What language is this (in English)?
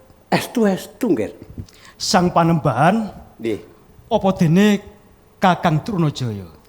Javanese